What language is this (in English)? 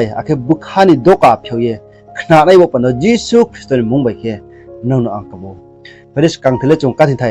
Riang (India)